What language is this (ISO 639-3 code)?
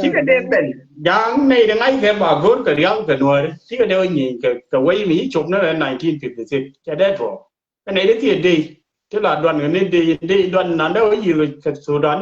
nus